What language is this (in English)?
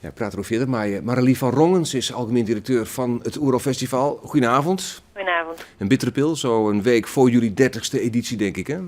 Western Frisian